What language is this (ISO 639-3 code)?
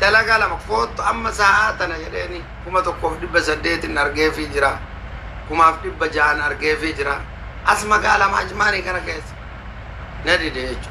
orm